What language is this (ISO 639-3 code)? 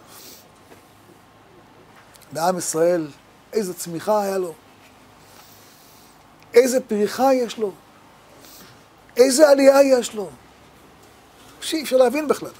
heb